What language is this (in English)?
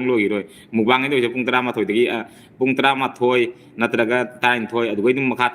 Manipuri